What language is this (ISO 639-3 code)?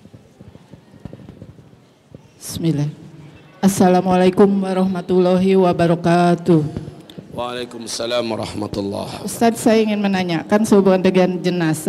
ind